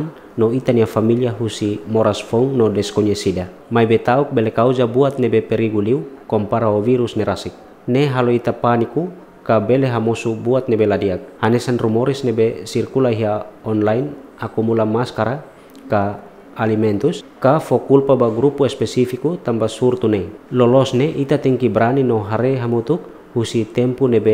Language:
Tetum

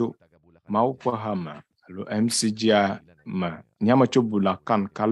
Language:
Ewe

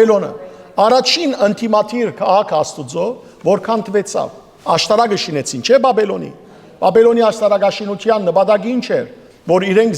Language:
Western Armenian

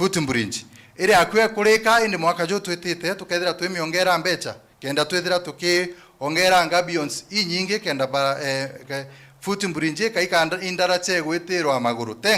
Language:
Meru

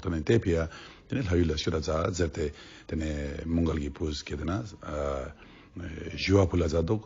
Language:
Ladakhi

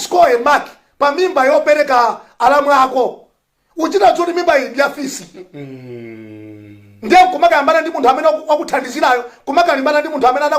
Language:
Nyanja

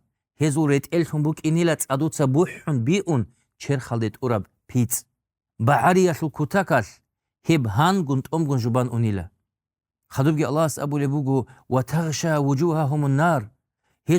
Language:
Avaric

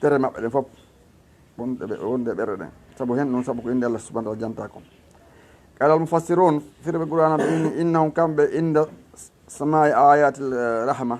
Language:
Fula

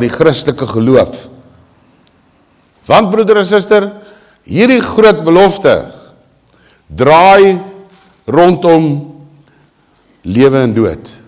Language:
Afrikaans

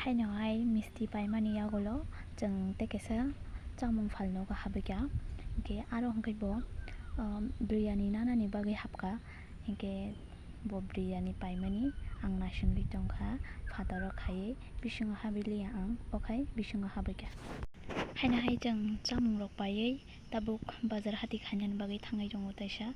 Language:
Kok Borok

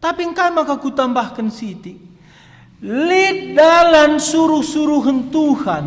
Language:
Batak Karo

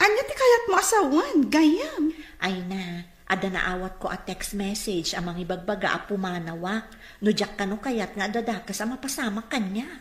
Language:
Iloko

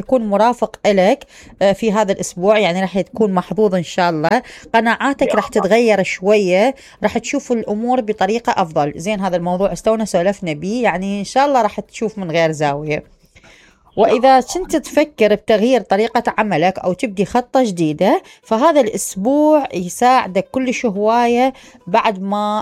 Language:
Mesopotamian Arabic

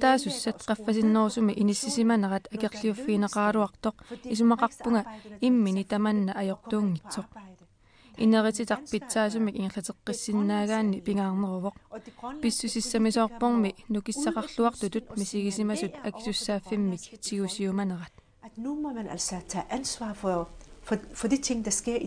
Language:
Kalaallisut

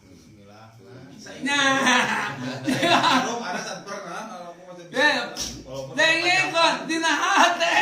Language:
Sundanese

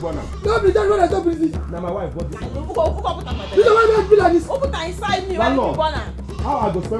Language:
Nigerian Pidgin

